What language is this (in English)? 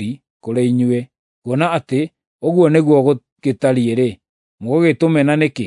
Kikuyu